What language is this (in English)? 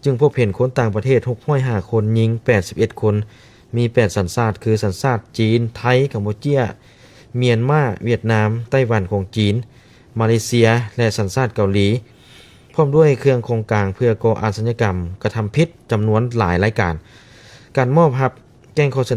Lao